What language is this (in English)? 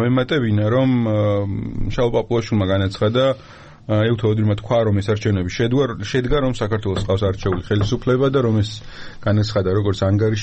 Georgian